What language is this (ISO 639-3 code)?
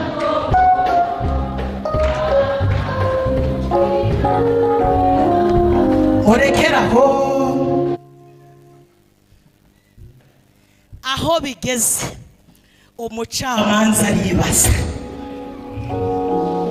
kin